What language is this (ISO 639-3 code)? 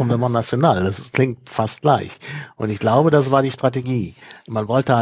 deu